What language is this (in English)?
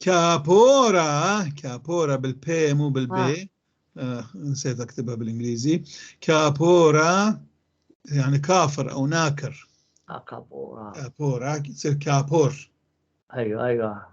North Levantine Arabic